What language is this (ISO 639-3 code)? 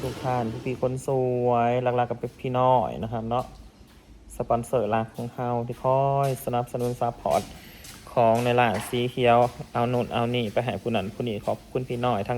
tts